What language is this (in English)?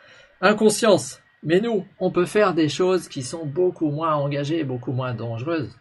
French